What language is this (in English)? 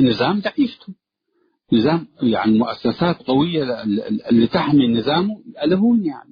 Tigre